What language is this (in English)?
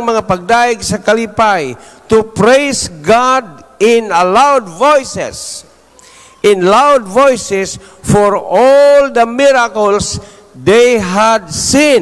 Cebuano